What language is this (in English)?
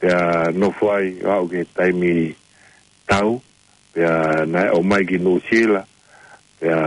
Tongan